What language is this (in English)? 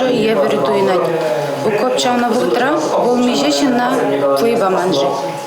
Chuvash